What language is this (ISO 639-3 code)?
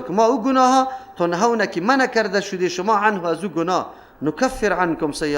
fas